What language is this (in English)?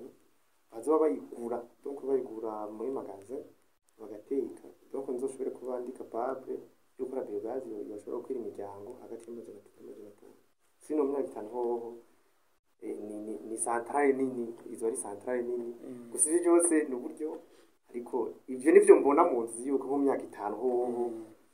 Rundi